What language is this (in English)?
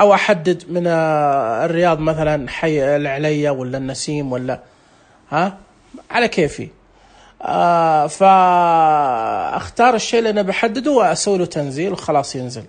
Najdi Arabic